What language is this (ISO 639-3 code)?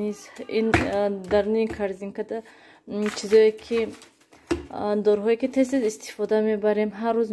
tgk